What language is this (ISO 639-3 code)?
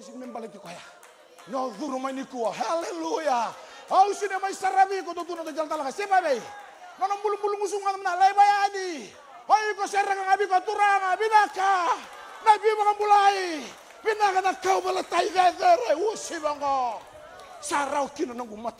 fij